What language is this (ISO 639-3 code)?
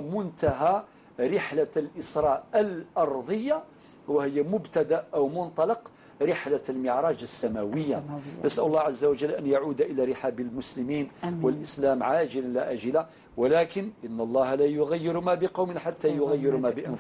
ara